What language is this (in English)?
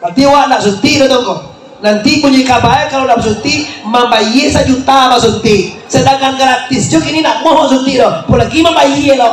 Minangkabau